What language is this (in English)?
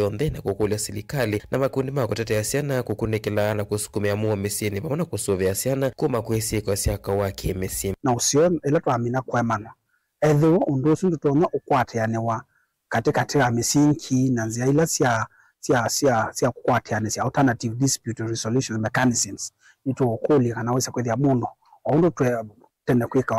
Kamba